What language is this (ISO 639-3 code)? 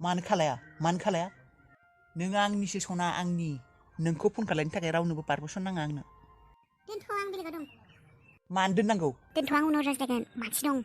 brx